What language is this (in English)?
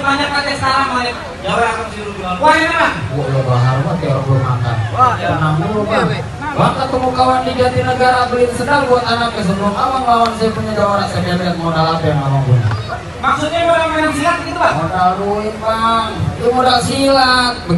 Betawi